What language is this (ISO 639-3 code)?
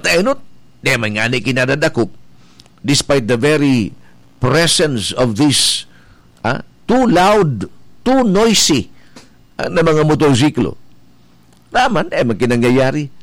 bik